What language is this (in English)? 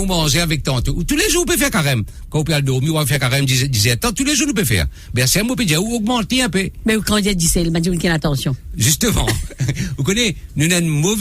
Morisyen